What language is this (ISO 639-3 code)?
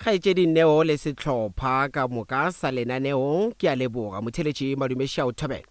nso